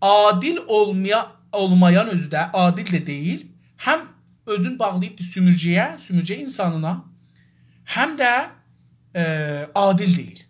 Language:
South Azerbaijani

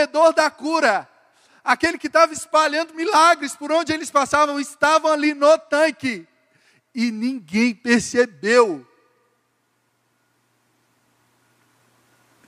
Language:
Portuguese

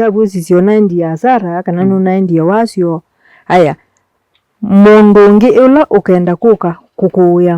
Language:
Kamba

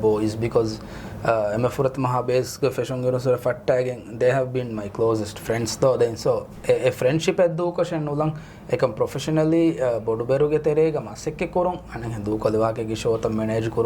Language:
Divehi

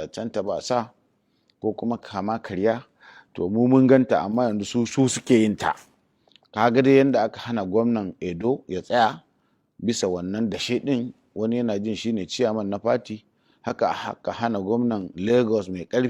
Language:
Hausa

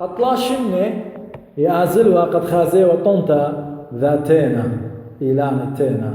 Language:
Assyrian Neo-Aramaic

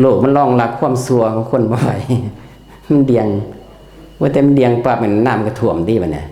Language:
Northeastern Thai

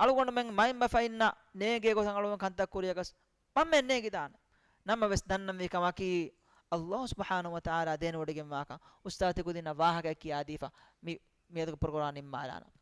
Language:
Divehi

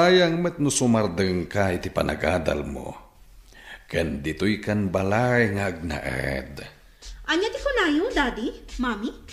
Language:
Iloko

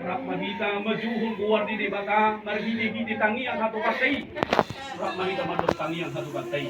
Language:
Batak Toba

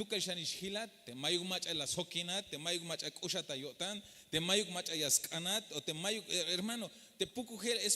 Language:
Tzeltal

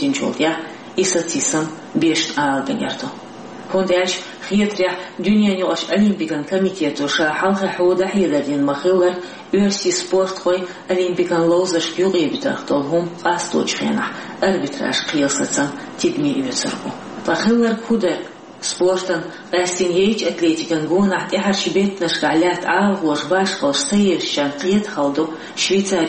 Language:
Chechen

